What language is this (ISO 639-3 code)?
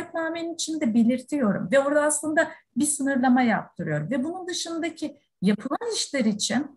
tur